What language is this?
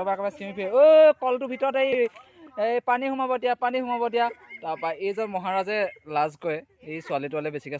Assamese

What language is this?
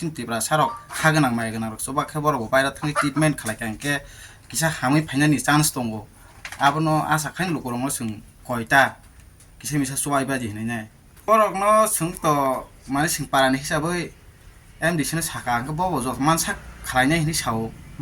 Kok Borok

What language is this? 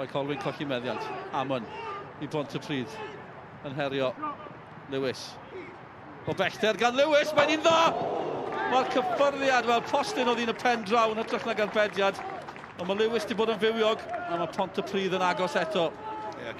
Welsh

